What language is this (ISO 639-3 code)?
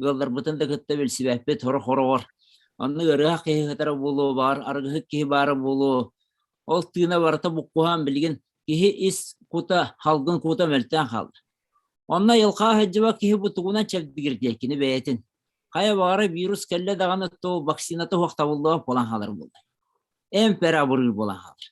sah